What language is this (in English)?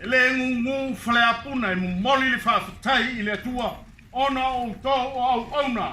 Samoan